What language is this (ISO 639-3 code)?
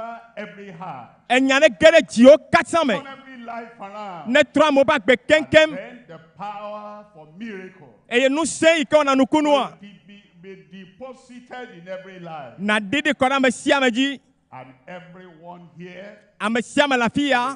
ewe